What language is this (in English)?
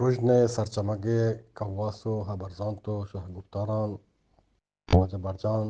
Eastern Balochi